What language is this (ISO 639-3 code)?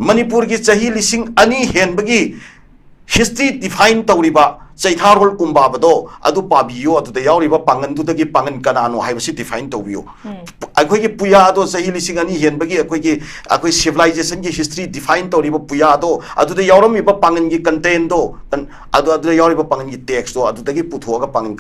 mni